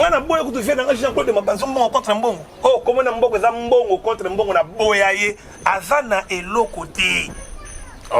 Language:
Lingala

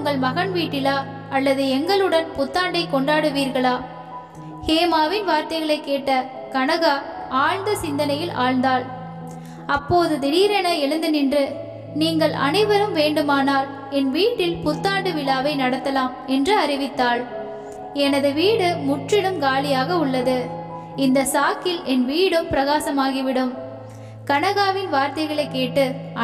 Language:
Tamil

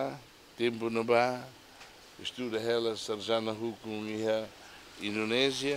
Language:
Tetum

